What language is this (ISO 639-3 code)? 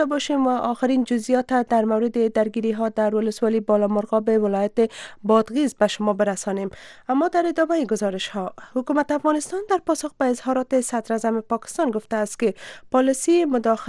fas